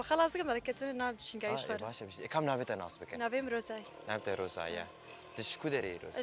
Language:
Kurdish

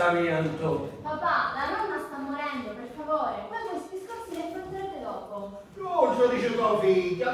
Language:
Sicilian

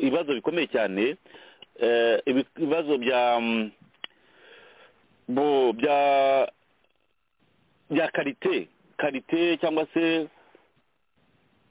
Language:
Kinyarwanda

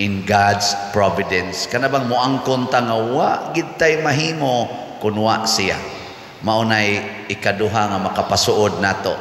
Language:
Cebuano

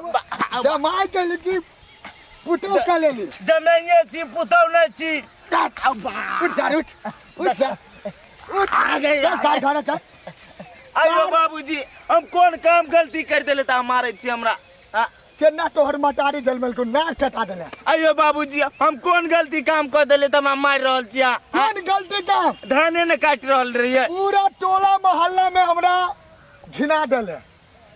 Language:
Maithili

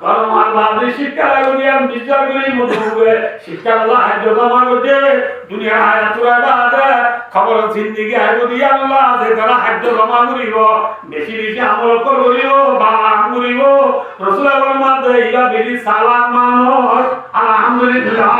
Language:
Rohingya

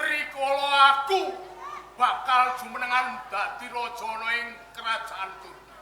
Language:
Javanese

